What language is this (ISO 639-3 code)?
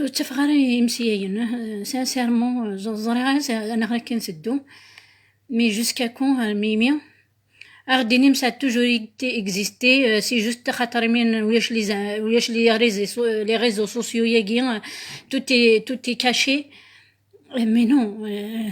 kab